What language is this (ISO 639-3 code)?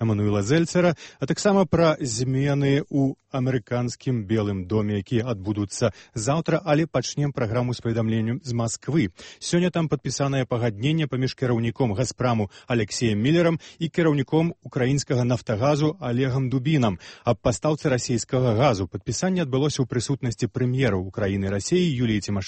bel